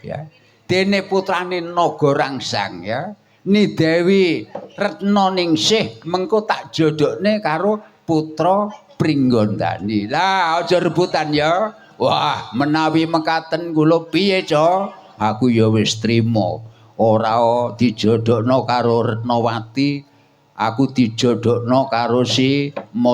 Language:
Javanese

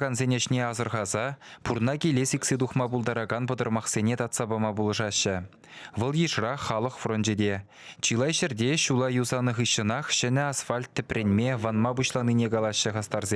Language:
Chuvash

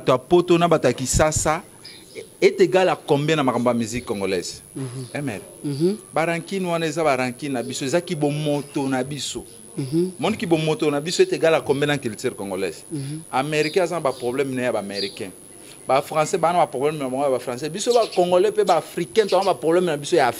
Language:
Lingala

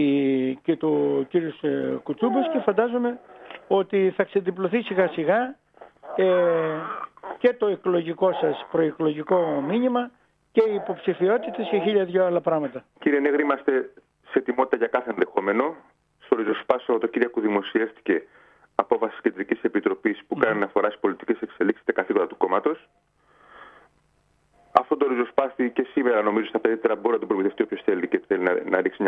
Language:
Greek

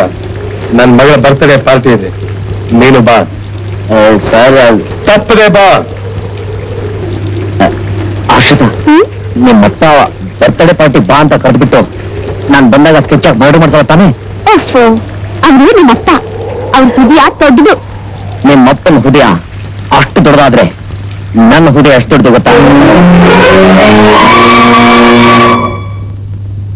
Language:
Kannada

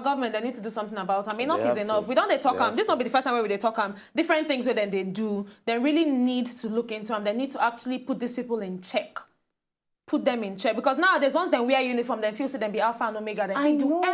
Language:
Nigerian Pidgin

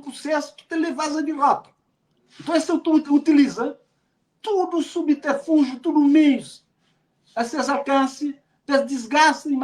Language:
Kabuverdianu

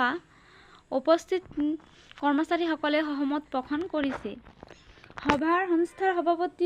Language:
Assamese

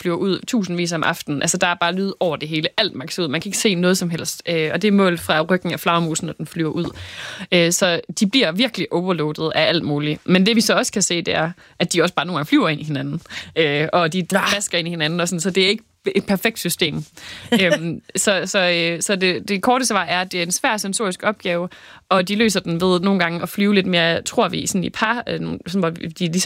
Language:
Danish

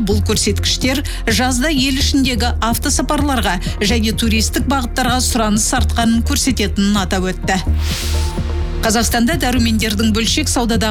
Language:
Kazakh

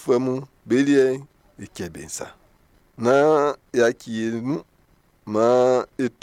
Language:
Baoulé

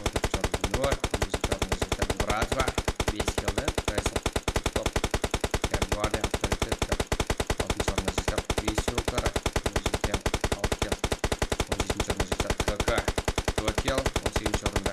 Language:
Kara-Kalpak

